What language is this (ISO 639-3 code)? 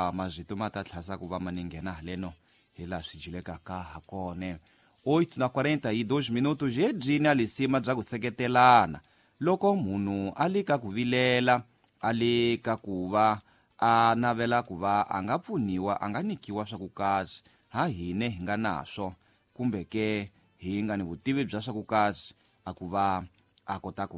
tso